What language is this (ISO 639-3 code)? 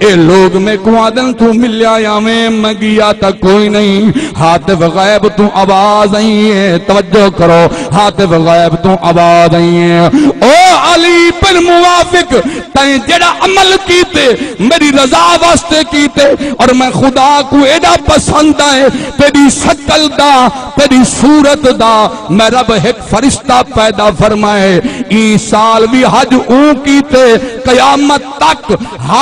skr